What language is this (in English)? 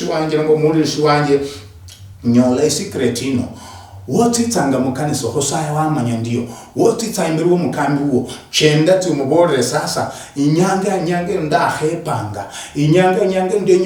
Luyia